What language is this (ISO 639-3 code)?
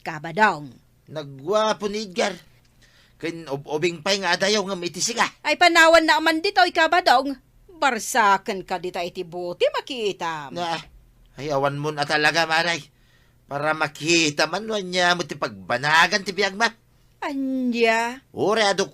ilo